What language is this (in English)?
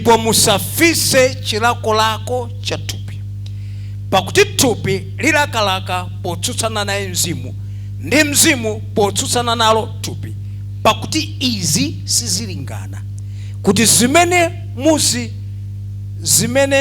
Nyanja